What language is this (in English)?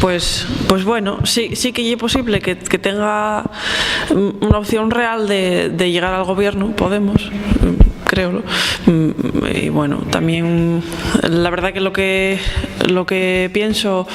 Asturian